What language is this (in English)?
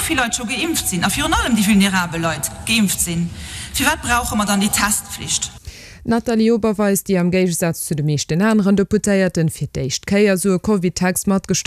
Luxembourgish